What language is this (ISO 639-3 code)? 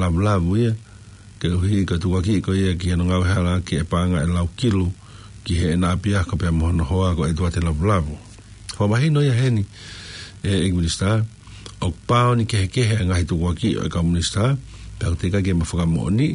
ton